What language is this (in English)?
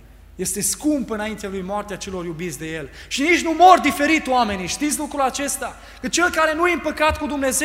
Romanian